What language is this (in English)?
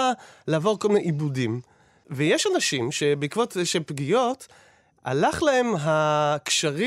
Hebrew